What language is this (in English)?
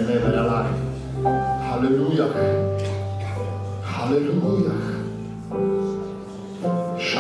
Polish